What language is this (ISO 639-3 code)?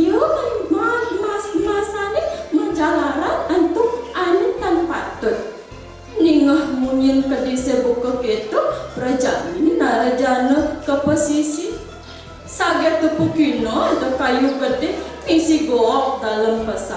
ban